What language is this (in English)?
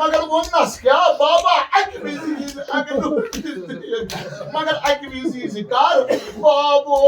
Kashmiri